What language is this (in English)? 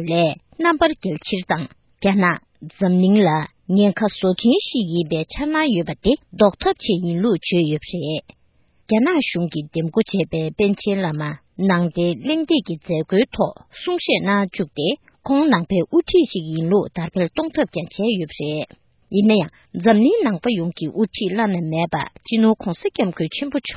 Tibetan